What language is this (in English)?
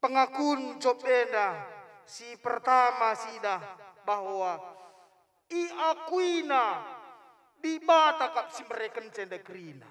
Batak Karo